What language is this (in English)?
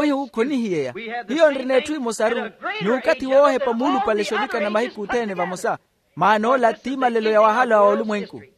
Makhuwa